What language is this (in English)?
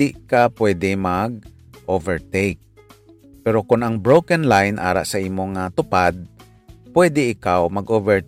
Hiligaynon